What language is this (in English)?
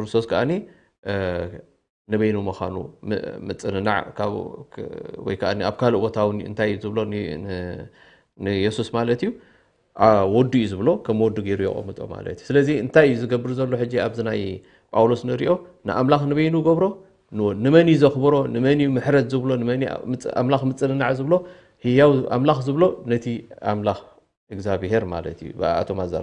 Tigrinya